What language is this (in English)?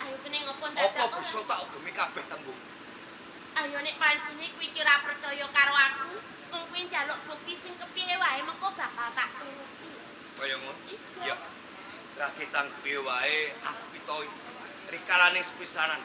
Javanese